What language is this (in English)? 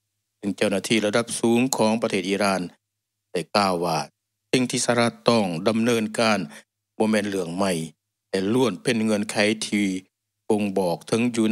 Lao